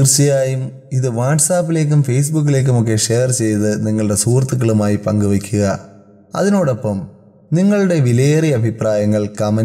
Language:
Malayalam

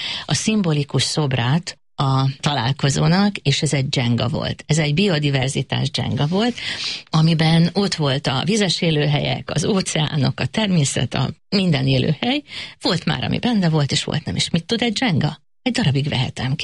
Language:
Hungarian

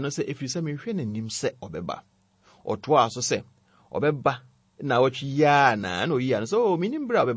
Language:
Akan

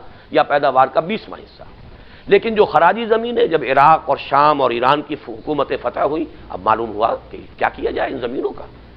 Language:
Urdu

